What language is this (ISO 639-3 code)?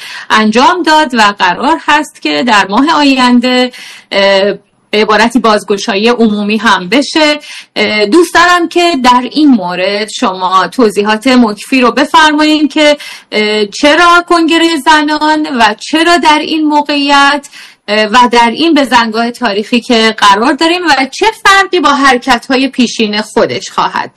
fas